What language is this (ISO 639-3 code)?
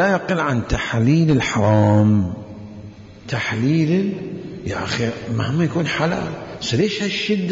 acm